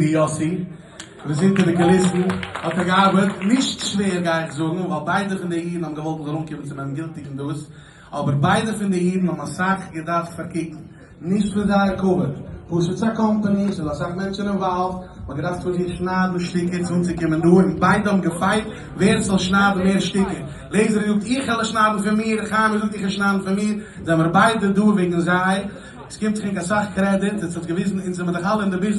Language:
Yiddish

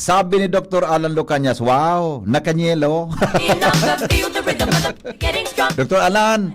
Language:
Bikol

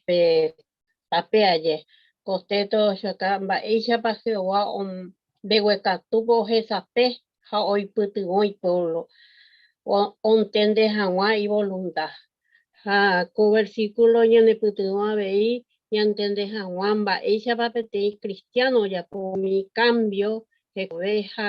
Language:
Guarani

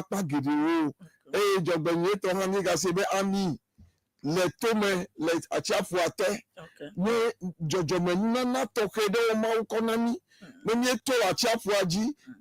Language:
Ewe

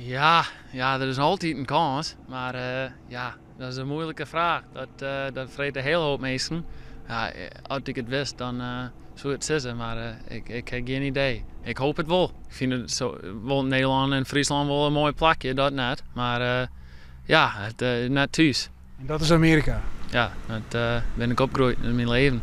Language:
Western Frisian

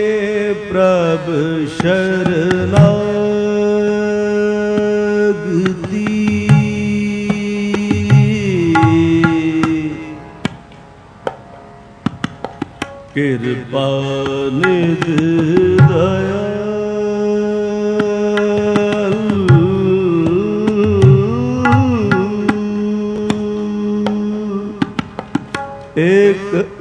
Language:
Punjabi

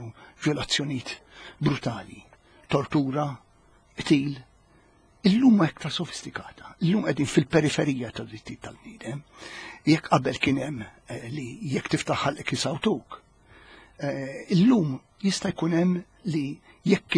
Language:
Maltese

